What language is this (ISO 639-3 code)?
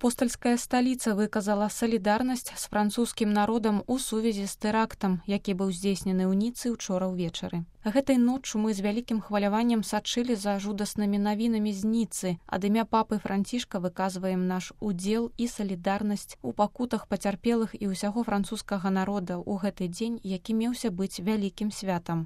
bel